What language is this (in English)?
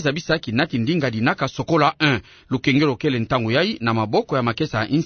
Kituba (Democratic Republic of Congo)